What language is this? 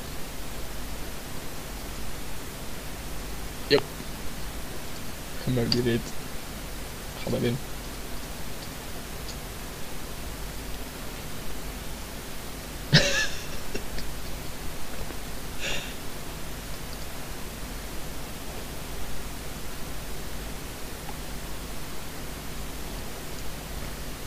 Dutch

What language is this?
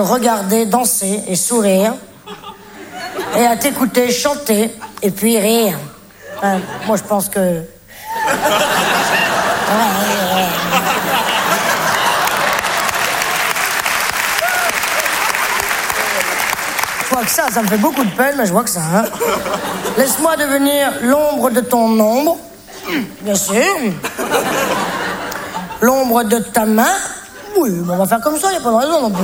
French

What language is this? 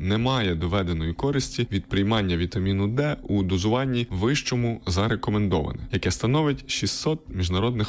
Ukrainian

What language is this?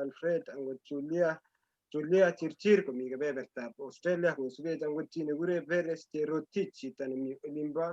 Kalenjin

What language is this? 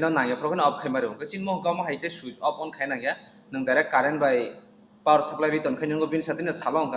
Kok Borok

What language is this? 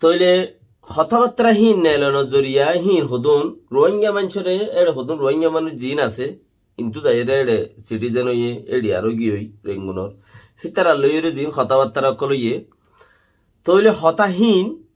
Rohingya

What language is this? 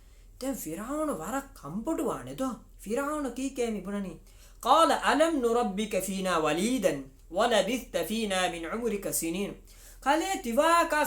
Divehi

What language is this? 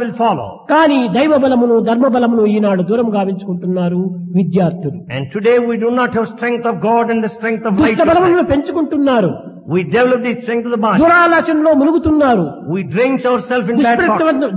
Telugu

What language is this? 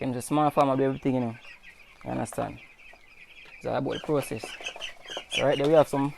Jamaican Creole English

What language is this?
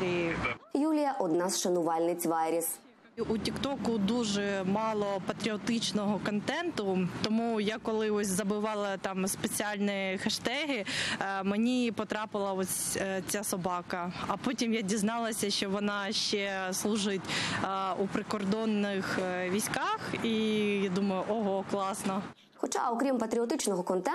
Ukrainian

